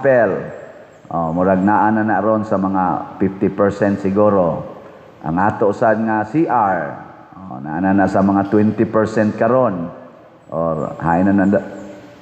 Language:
Cebuano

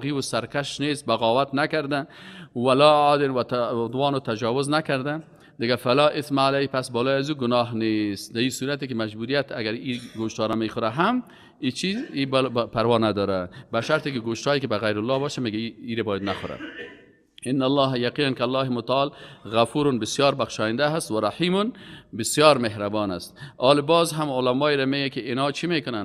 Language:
Persian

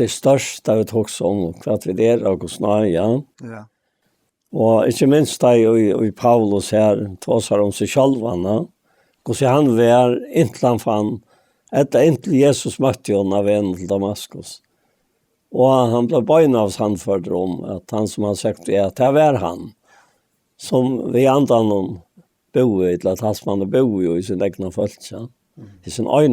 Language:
Faroese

